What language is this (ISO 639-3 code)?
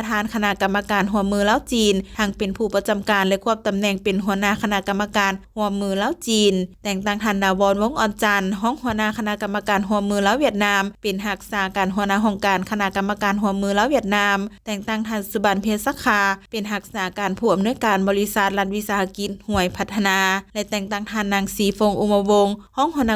lao